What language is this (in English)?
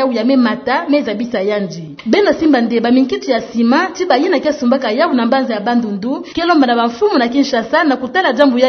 Kituba (Democratic Republic of Congo)